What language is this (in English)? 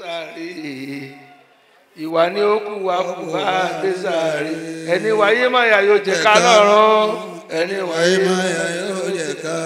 Yoruba